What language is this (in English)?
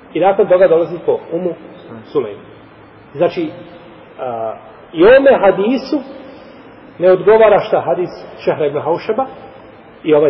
Bosnian